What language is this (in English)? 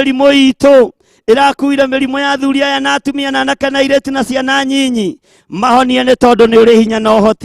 Kikuyu